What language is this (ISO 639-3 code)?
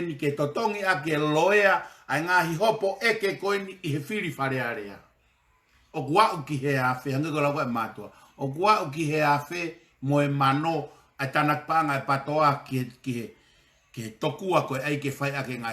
ton